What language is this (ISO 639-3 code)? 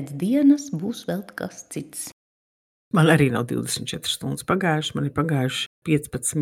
lav